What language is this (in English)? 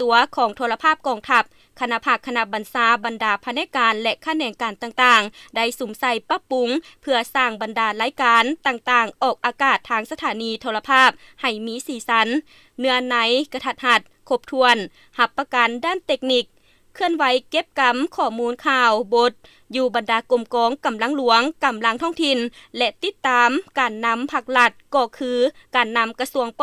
Lao